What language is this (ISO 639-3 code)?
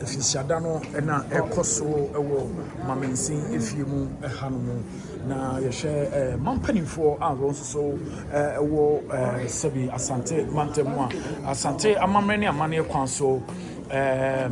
aka